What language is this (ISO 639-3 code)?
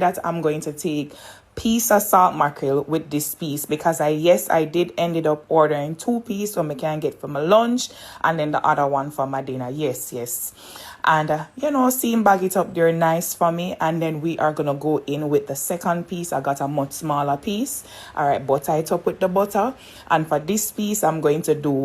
jam